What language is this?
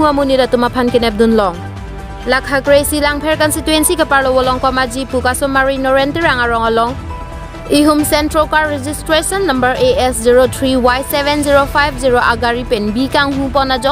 Karbi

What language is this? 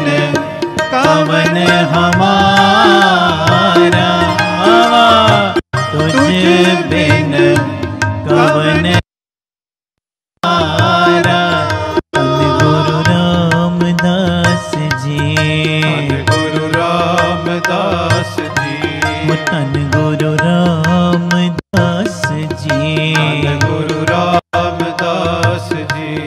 Punjabi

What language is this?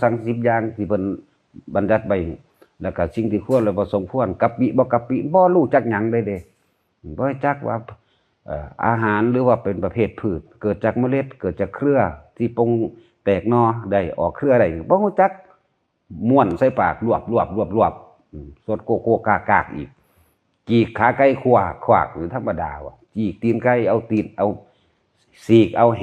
Northeastern Thai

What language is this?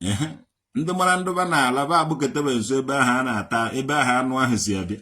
Igbo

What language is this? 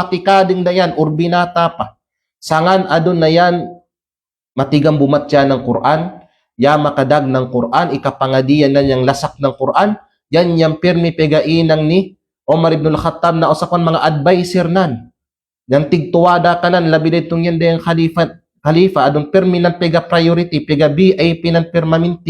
Kalagan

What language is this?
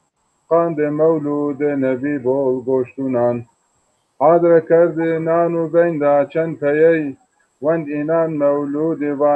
Zaza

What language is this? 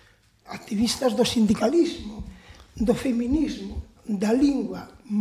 Galician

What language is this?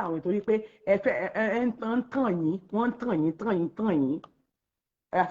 Yoruba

